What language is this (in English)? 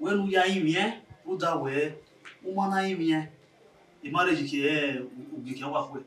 Bini